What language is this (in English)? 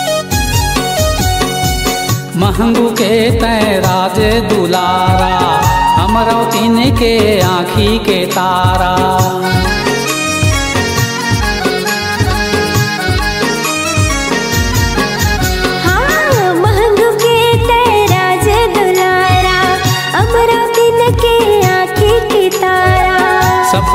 Chhattisgarhi